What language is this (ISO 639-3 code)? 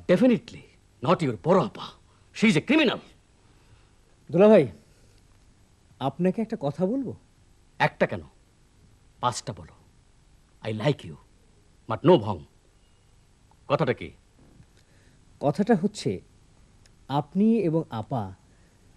ben